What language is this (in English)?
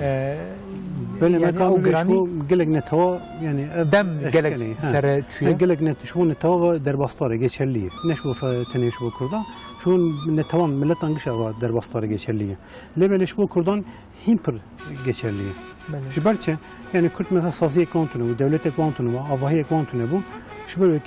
Kurdish